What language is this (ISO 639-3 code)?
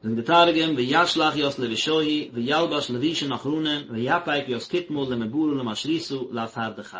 yid